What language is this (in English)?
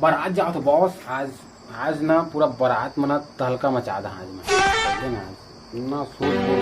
Chhattisgarhi